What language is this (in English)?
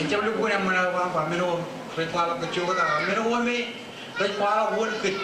Marshallese